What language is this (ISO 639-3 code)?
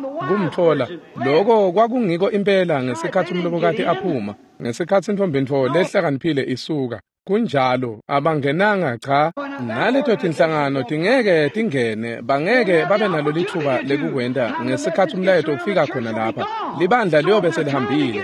ssw